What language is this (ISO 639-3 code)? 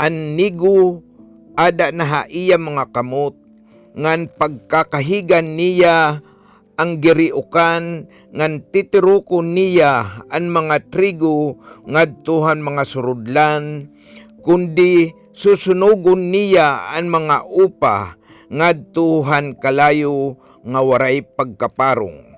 war